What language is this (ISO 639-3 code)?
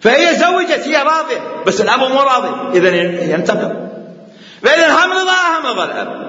acm